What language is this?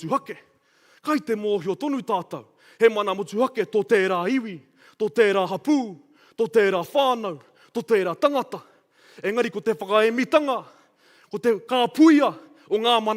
Māori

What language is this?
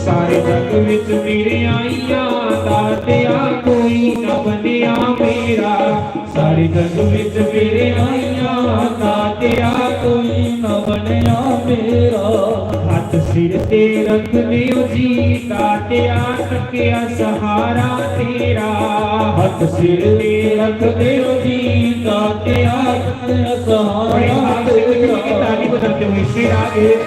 Dogri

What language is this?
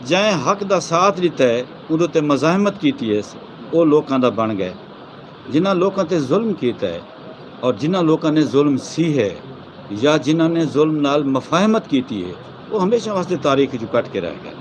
Saraiki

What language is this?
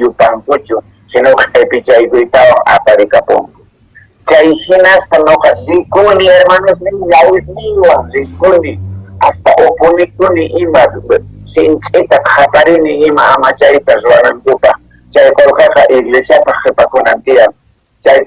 Quechua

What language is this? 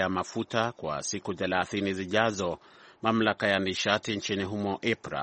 Swahili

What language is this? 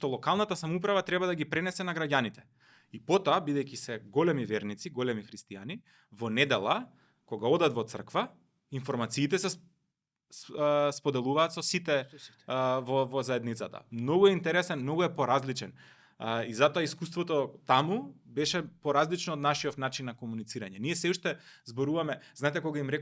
Macedonian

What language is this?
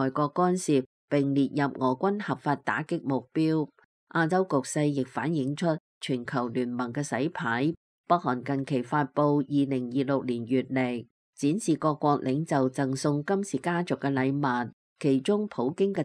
Cantonese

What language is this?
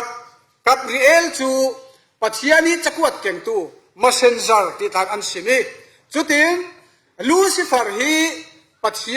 Falam Chin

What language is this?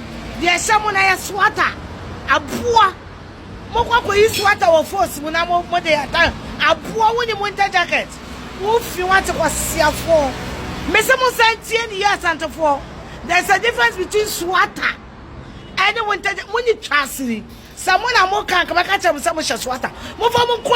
Akan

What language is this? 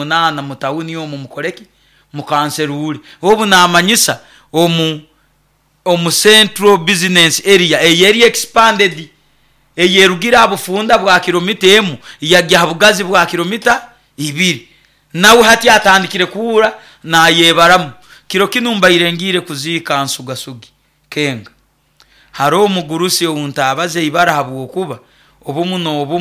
Nyoro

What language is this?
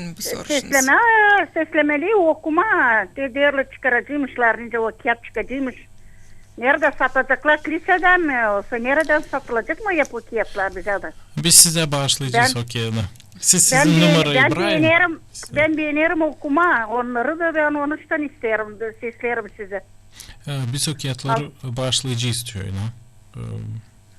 Gagauz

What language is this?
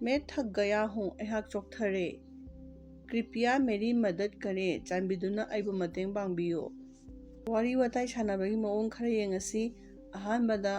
Manipuri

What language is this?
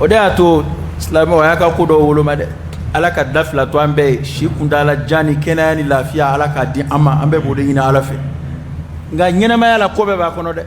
Bambara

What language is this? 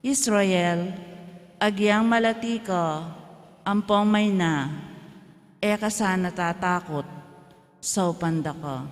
Pampanga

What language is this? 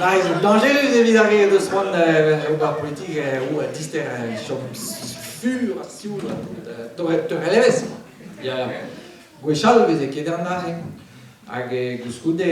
Breton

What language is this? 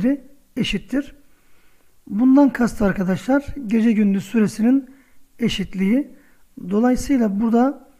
Turkish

